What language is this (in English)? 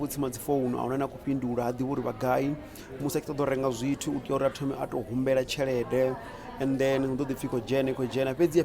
Venda